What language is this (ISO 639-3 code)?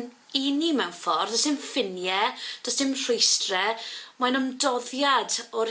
cym